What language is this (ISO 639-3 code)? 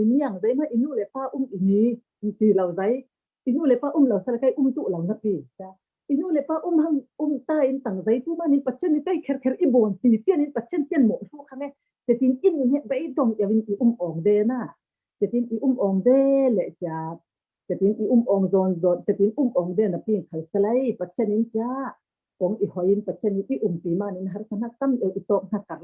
cfm